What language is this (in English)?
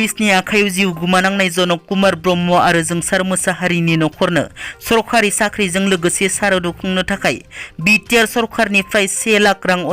Bodo